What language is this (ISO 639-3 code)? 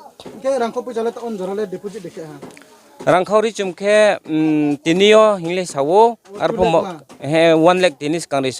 ria